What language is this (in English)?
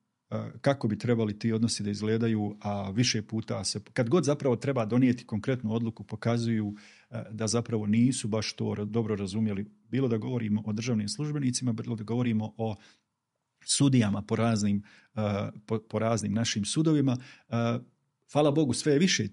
Bosnian